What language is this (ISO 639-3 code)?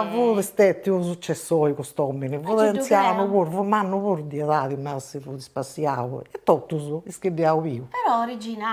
srd